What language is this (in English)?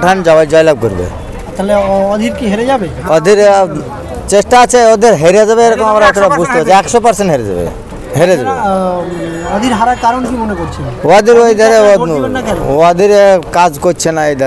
Bangla